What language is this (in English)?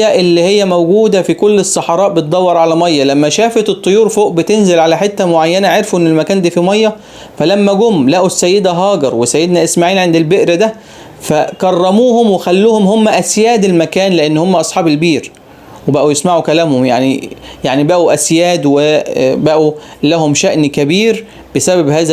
Egyptian Arabic